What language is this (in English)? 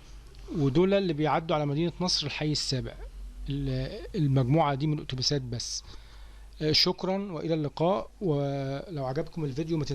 Egyptian Arabic